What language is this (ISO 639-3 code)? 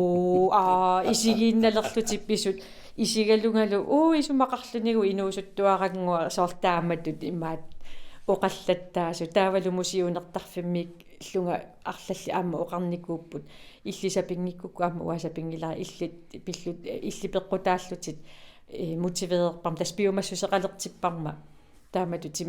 kal